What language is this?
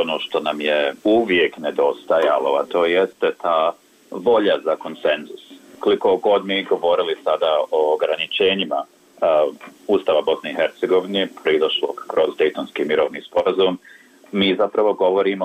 Bosnian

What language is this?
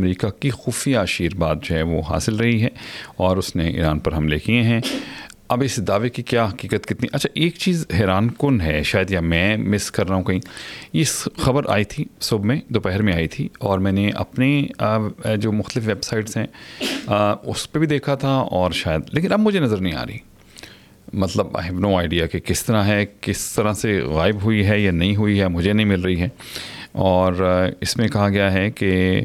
Urdu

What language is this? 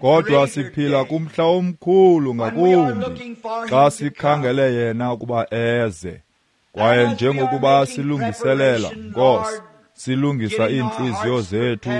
Xhosa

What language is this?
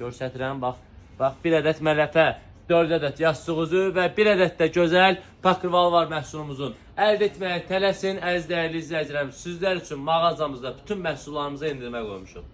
Azerbaijani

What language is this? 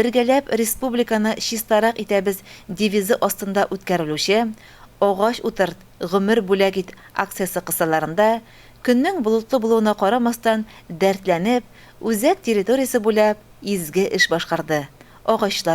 Tatar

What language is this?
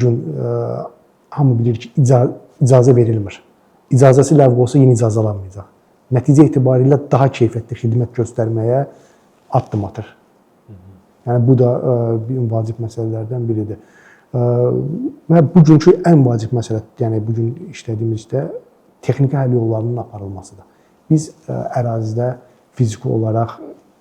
Azerbaijani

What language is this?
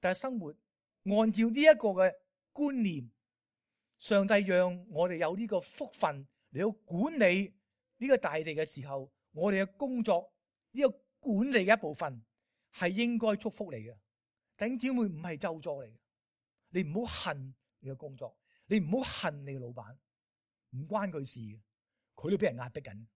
Cantonese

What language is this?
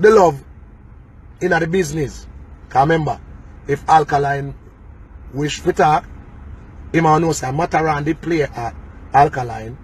Jamaican Creole English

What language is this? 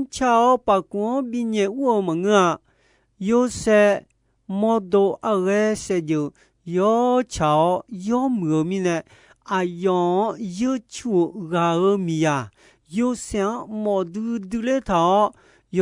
Akha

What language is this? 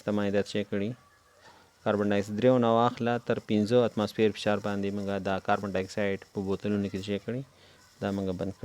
Pashto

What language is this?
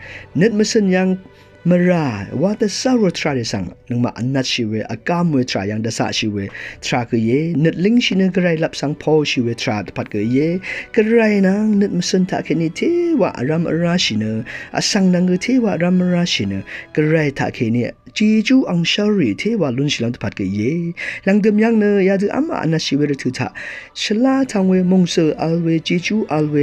Rawang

